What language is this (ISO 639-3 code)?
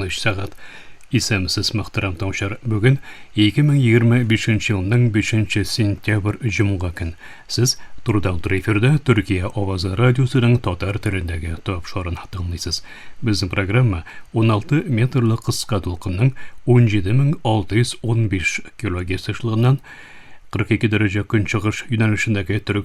tat